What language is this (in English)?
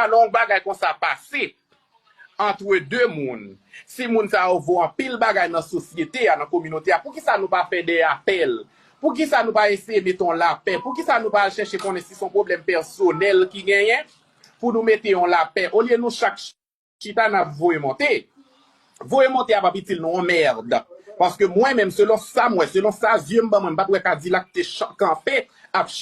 Haitian Creole